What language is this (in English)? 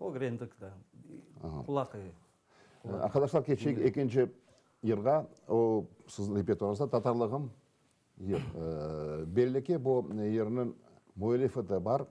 Crimean Tatar